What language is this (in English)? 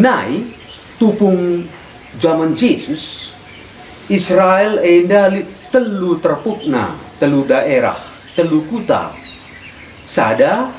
Batak Karo